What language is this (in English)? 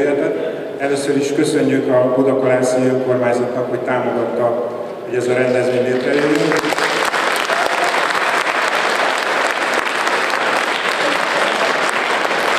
Hungarian